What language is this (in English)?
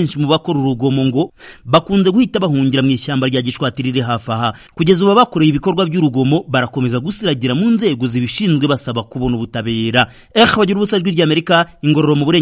Kinyarwanda